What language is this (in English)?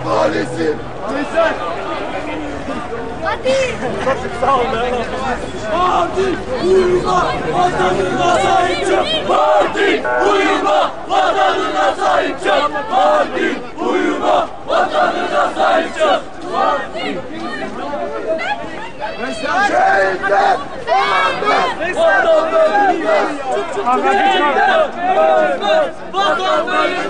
Turkish